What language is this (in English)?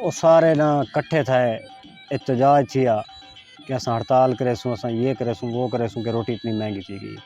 Saraiki